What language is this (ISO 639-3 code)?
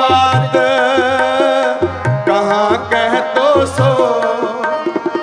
pan